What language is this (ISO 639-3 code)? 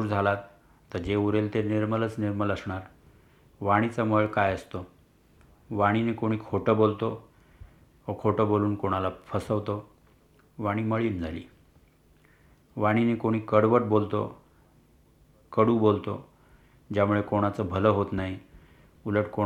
mar